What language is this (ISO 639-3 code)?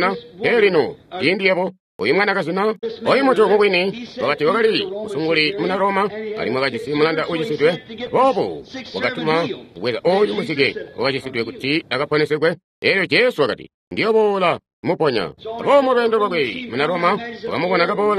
toi